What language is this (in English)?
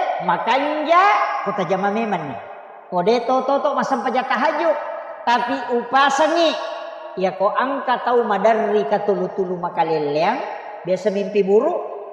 Buginese